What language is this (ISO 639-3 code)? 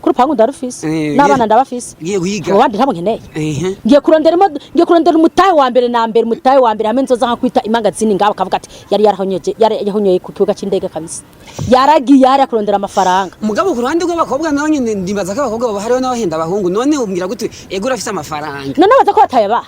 run